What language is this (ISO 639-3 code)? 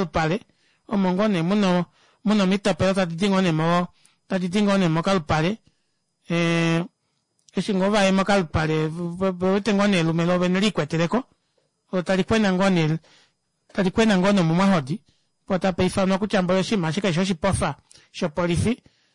kua